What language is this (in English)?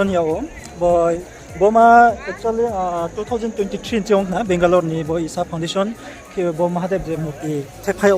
Riang (India)